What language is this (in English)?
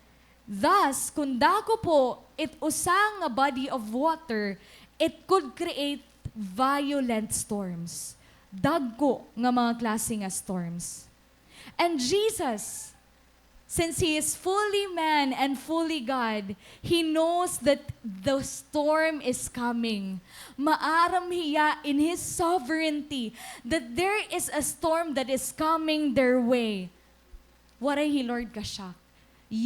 Waray